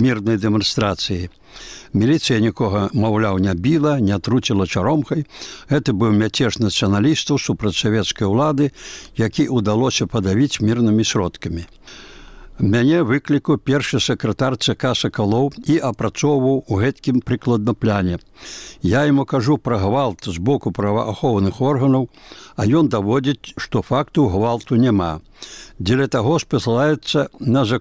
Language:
Belarusian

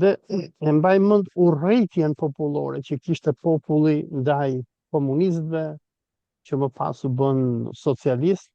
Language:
Albanian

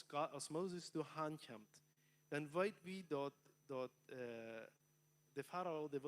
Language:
Plautdietsch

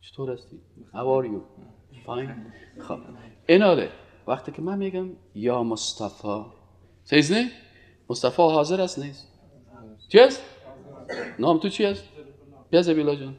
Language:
Persian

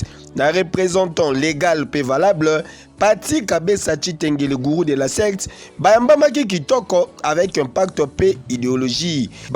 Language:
Lingala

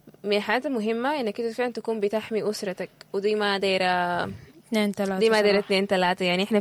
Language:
Sudanese Arabic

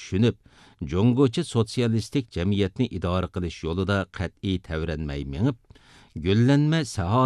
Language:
Uyghur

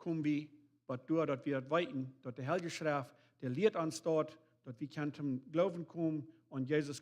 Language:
Plautdietsch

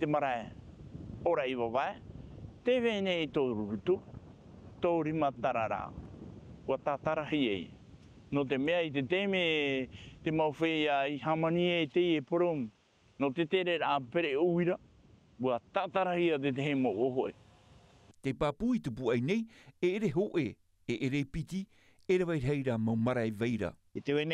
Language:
Tahitian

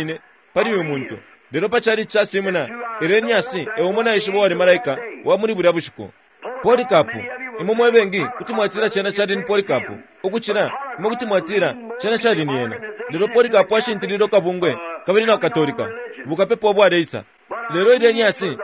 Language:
Bemba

